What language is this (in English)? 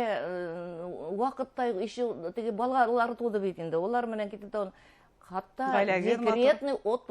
Bashkir